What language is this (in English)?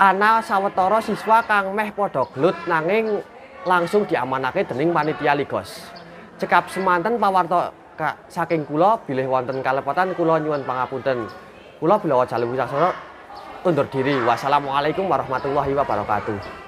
Javanese